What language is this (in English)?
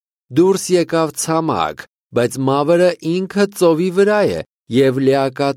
Armenian